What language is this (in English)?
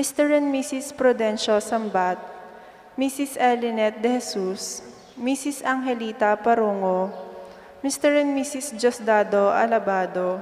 Pampanga